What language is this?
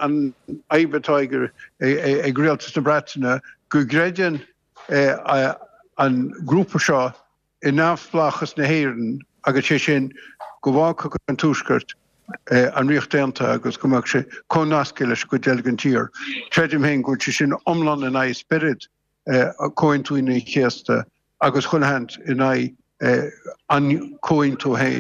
Irish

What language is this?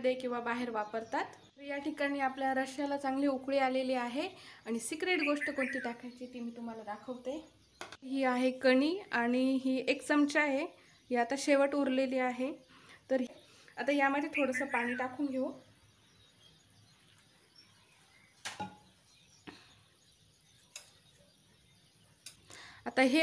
Marathi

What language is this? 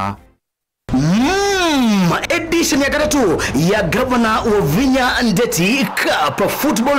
Kamba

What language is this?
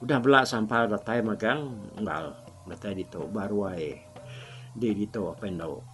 Iban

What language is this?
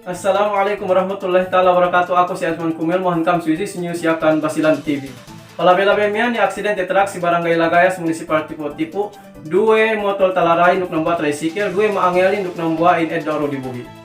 Yakan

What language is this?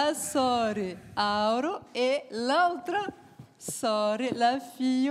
Occitan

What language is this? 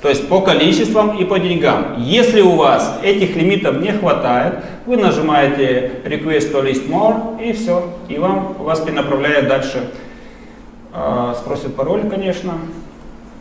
Russian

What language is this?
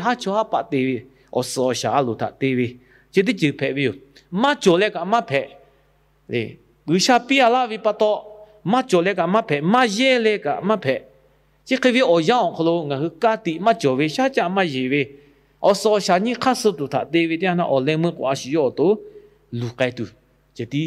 Lahu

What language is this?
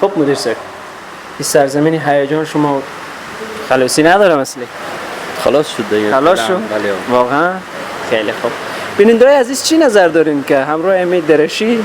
Persian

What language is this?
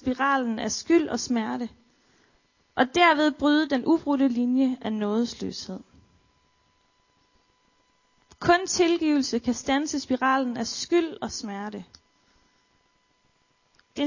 Danish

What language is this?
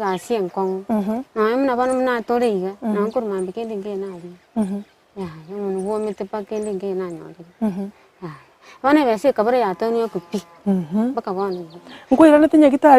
Gusii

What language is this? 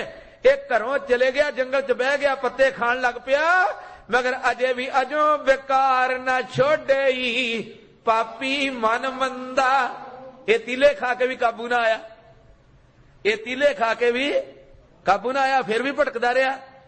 Punjabi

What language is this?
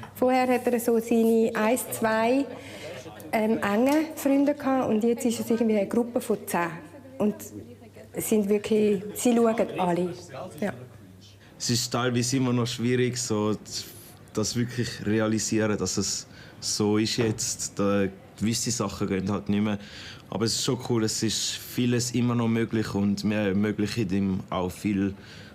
Swiss German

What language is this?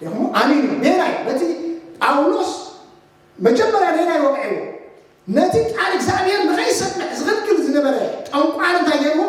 Tigrinya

